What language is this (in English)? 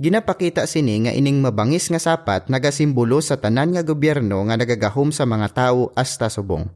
Hiligaynon